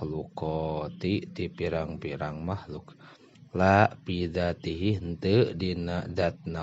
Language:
Sundanese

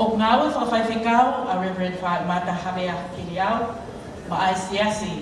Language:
Tongan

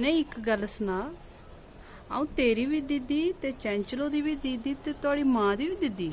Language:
Dogri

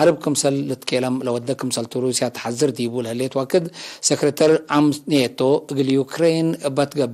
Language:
Tigre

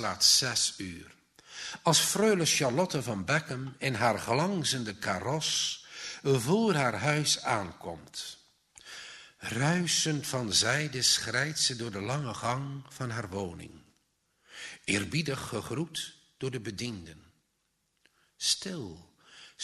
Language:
Dutch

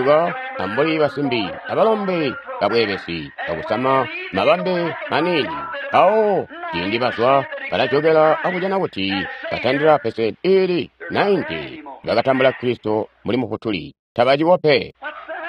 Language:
Tonga (Zambia)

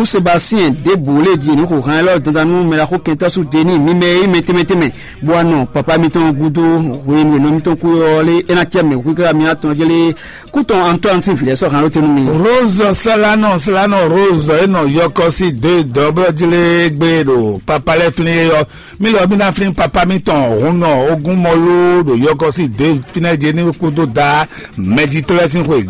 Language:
Fon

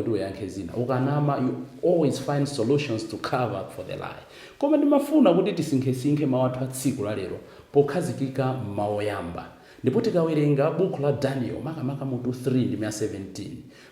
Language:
Nyanja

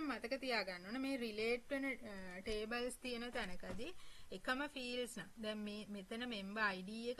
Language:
Sinhala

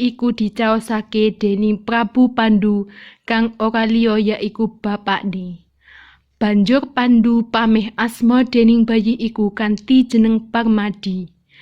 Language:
Javanese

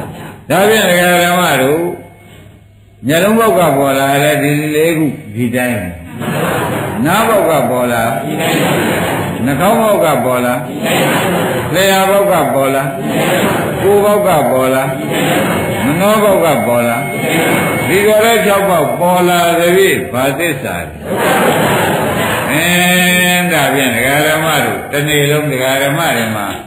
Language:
Burmese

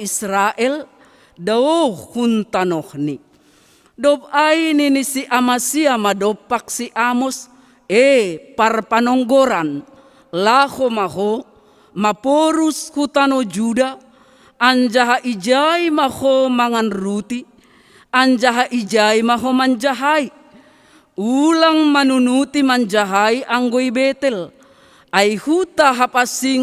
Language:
Batak Simalungun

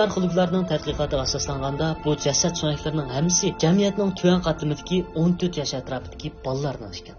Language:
Uyghur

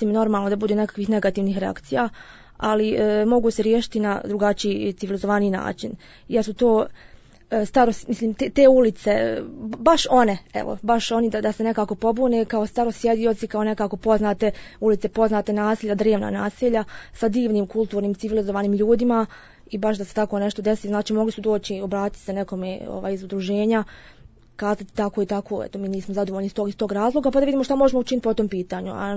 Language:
Bosnian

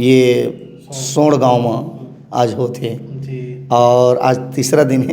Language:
Chhattisgarhi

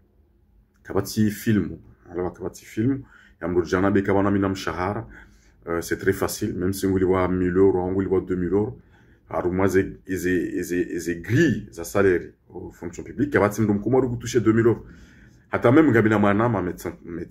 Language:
Ngazidja Comorian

